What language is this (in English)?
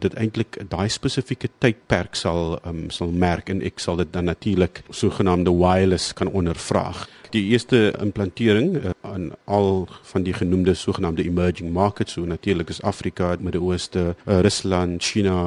Afrikaans